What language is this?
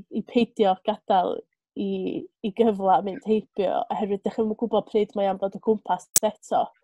Welsh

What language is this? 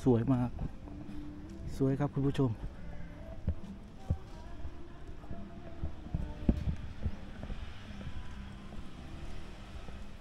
Thai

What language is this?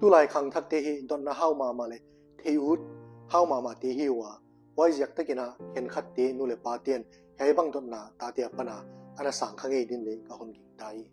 Paite Chin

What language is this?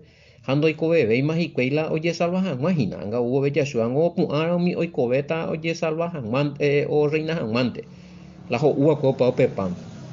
Guarani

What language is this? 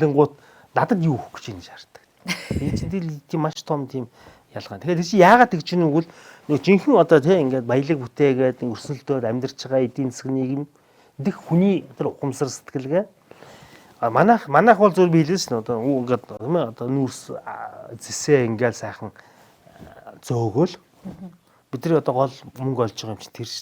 Mongolian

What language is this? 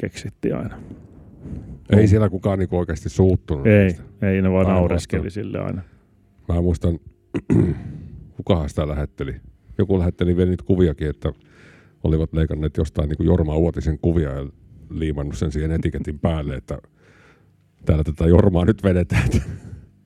Finnish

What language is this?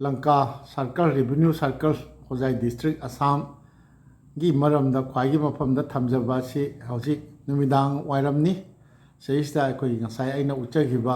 Manipuri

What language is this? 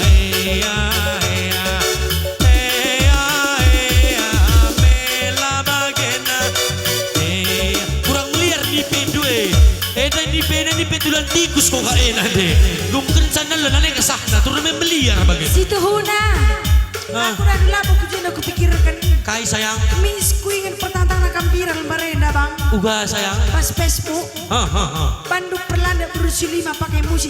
Batak Karo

